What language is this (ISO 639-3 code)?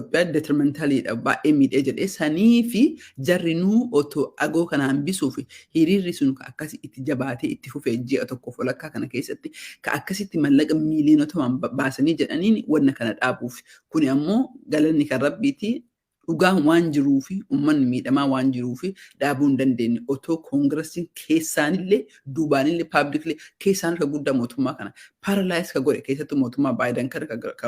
orm